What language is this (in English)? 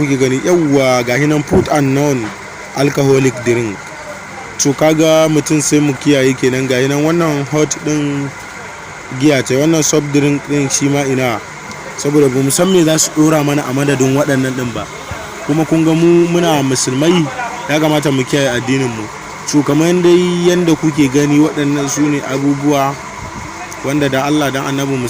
Hausa